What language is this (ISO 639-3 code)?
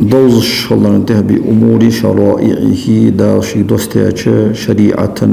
inh